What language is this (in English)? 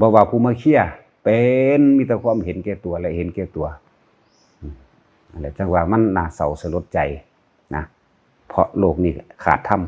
Lao